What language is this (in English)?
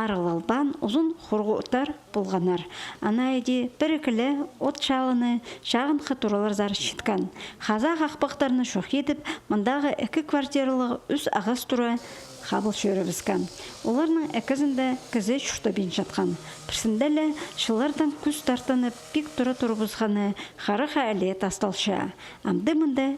Khakas